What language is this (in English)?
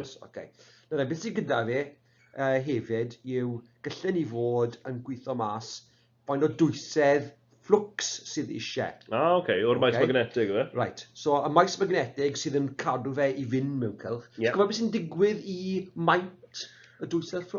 Welsh